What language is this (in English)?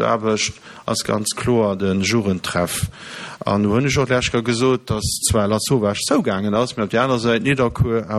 Luxembourgish